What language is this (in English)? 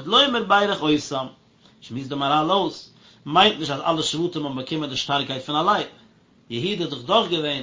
Yiddish